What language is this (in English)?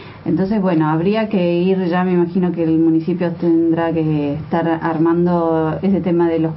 Spanish